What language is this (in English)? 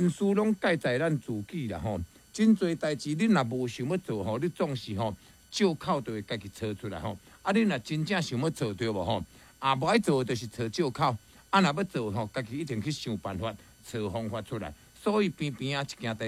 Min Nan Chinese